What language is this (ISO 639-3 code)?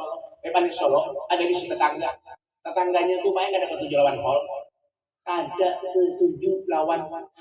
bjn